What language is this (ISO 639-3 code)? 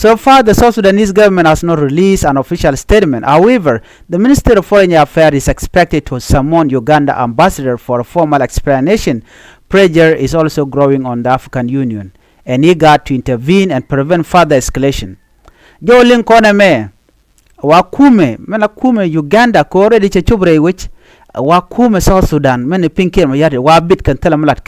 nus